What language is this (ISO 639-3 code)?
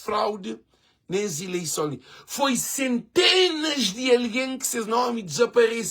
kea